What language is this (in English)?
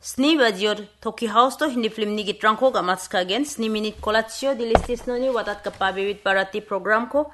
Garo